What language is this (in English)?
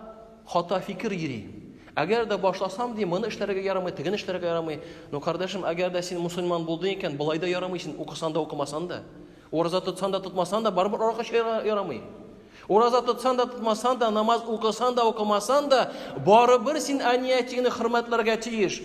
Tatar